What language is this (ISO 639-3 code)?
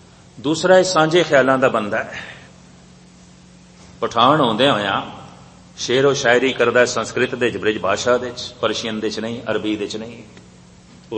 pan